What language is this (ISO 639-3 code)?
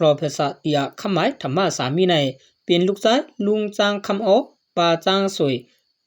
shn